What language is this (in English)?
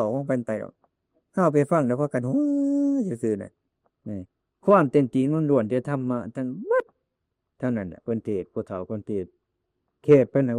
Northeastern Thai